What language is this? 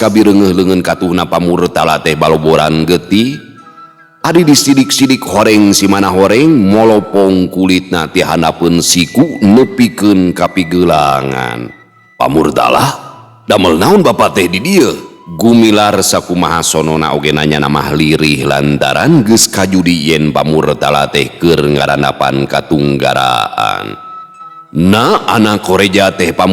Sundanese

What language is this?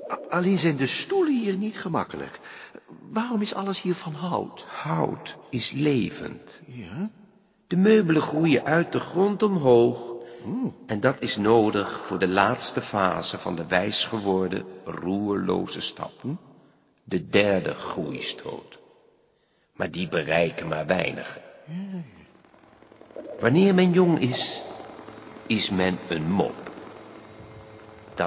Dutch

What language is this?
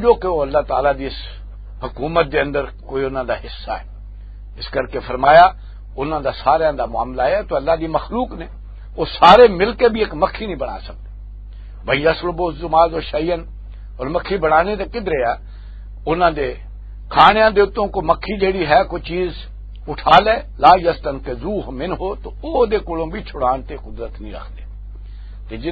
Western Panjabi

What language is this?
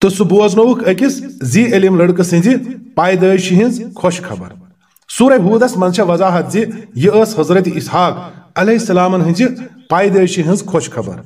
Kashmiri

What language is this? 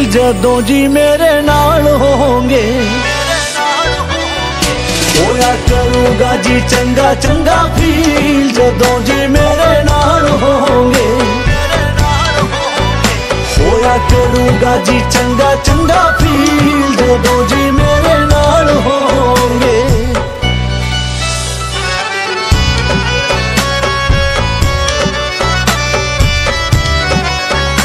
Punjabi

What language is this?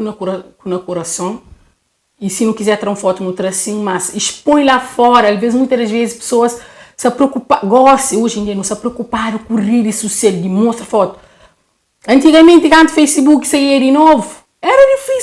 Kabuverdianu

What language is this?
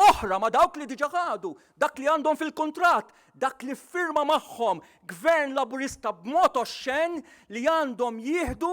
Maltese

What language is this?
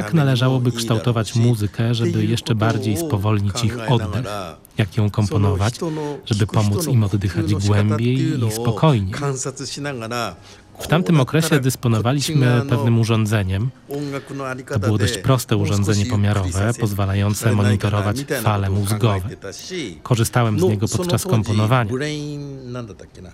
Polish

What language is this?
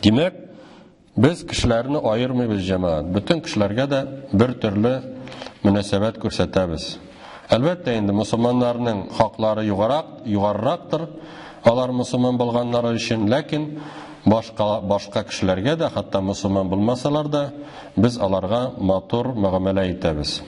Tatar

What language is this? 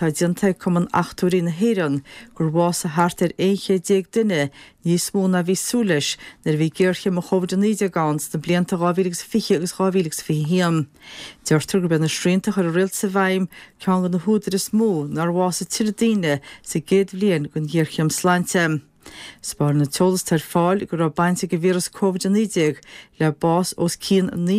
Irish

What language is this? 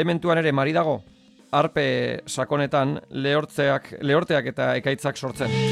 Basque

